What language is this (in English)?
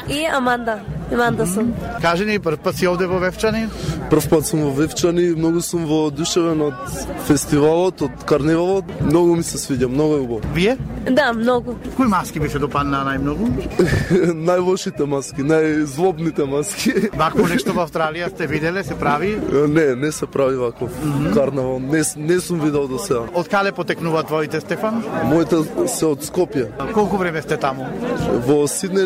Macedonian